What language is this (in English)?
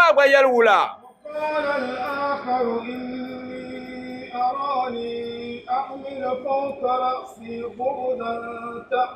Dagbani